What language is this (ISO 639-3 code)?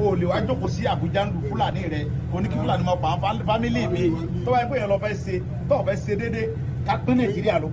yor